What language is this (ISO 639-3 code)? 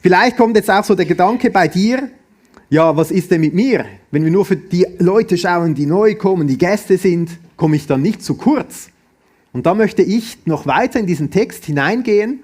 gsw